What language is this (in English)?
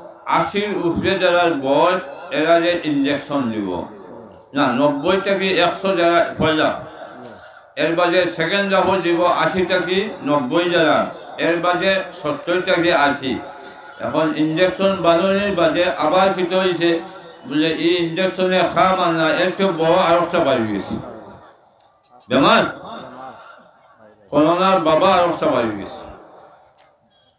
Sylheti